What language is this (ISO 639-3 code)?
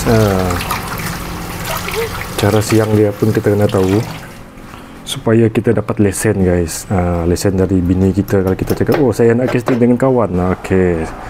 msa